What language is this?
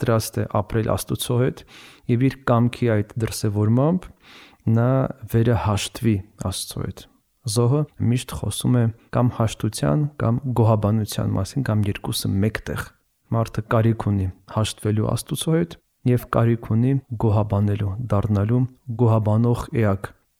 Armenian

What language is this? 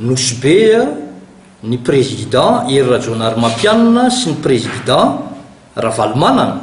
Malagasy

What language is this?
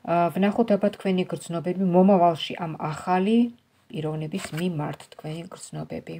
Georgian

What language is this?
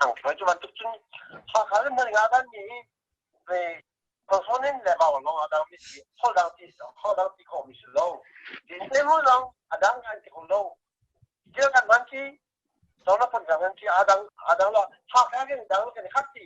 Hakha Chin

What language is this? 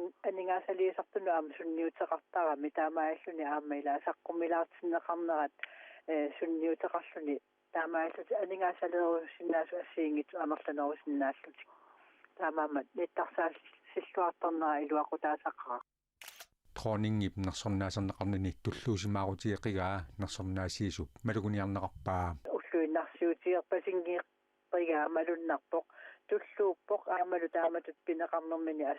Kalaallisut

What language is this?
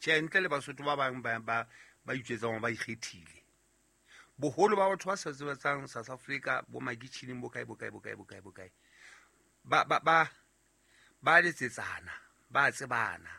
Southern Sotho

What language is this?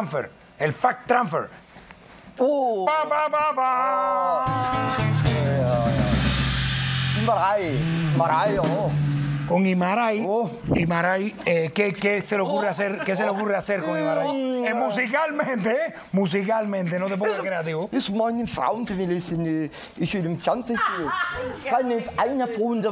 Spanish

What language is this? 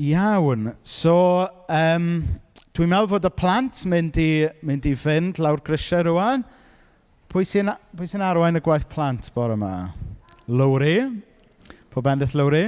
Welsh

